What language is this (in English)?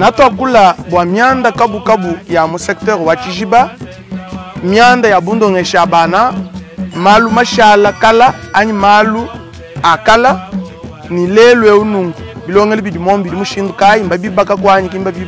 Luba-Lulua